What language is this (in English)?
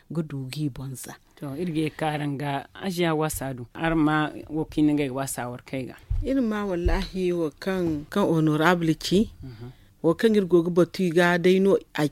Zarma